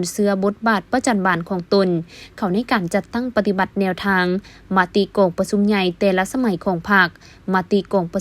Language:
Lao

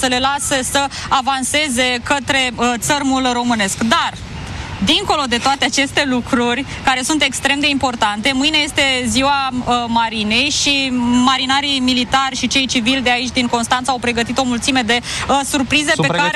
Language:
Romanian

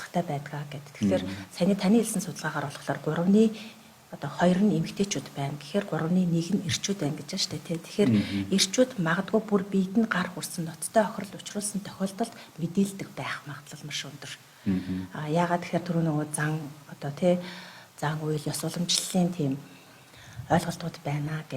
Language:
Mongolian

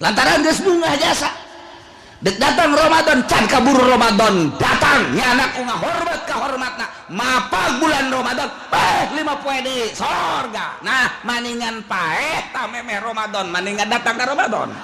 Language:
Sundanese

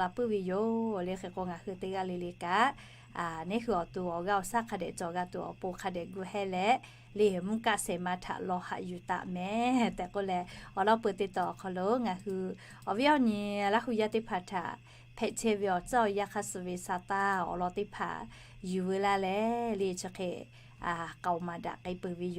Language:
Lahu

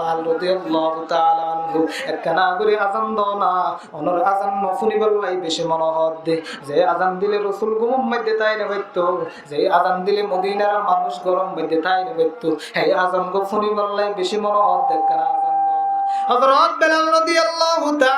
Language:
Rohingya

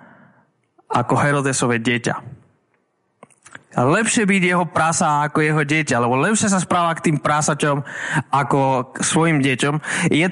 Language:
Slovak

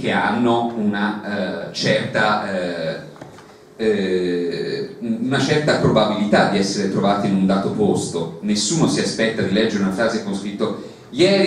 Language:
Italian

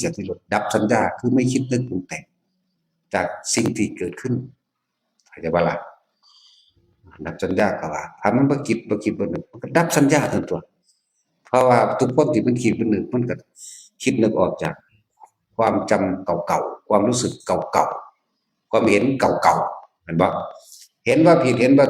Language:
Northeastern Thai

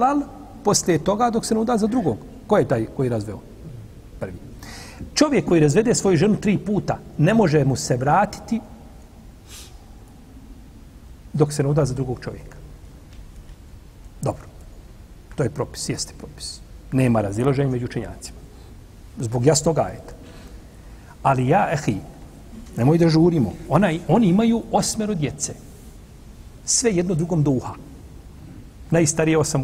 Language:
Bosnian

